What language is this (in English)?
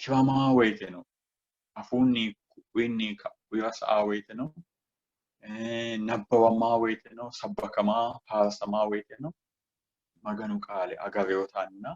Sidamo